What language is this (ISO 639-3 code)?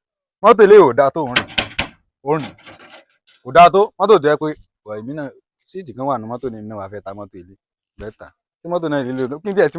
yor